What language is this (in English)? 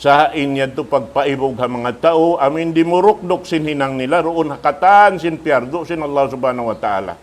Tausug